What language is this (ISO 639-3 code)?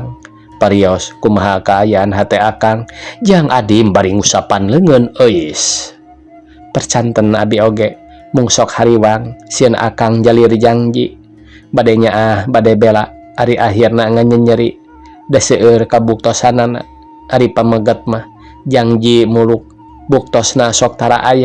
sun